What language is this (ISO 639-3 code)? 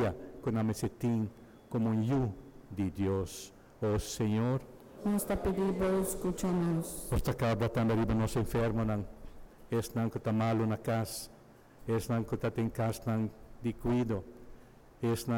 pap